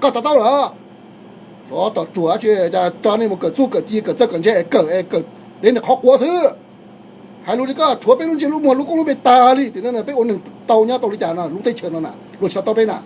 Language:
Hmong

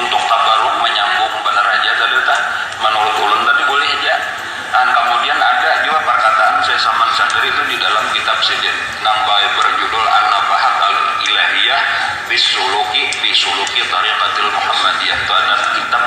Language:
Banjar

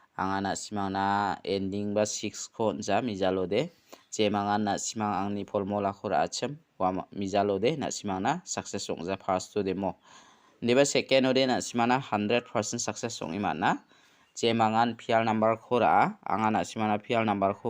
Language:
Garo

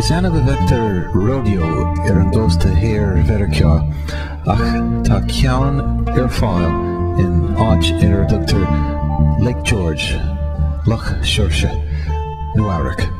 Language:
Irish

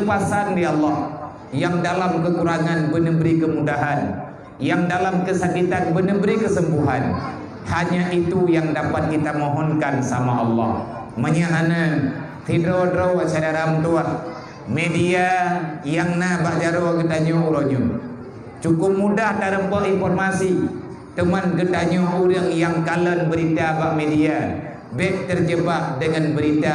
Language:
Achinese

